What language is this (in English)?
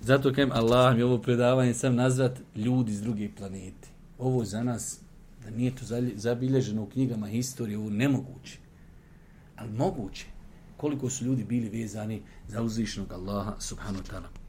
Bosnian